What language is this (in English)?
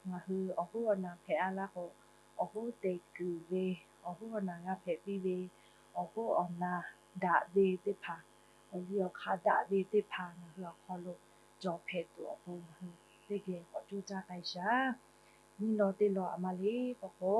Lahu